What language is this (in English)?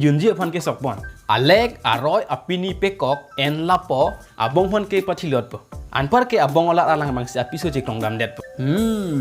Karbi